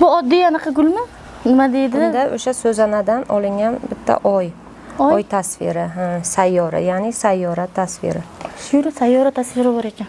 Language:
Uzbek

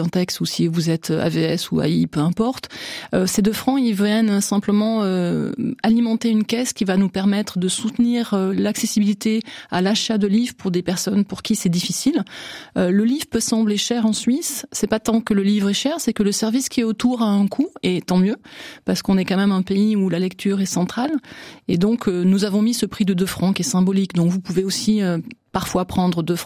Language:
French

